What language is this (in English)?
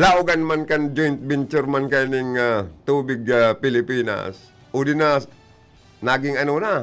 Bikol